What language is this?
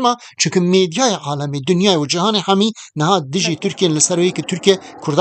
Kurdish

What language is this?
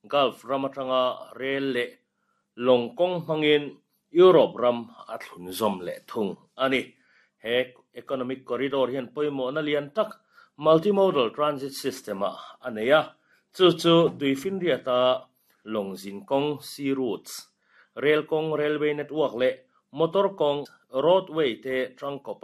Mizo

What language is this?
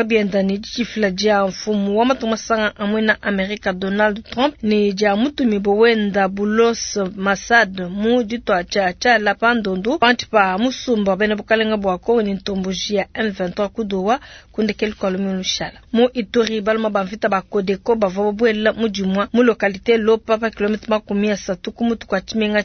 Luba-Lulua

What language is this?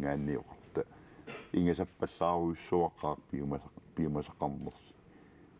Kalaallisut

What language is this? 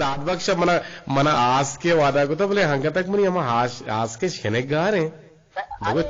Eastern Balochi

